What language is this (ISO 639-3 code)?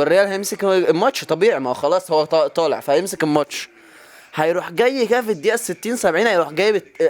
arz